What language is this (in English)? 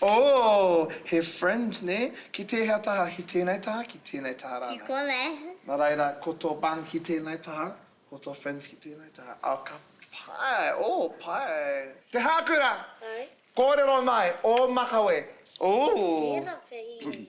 Māori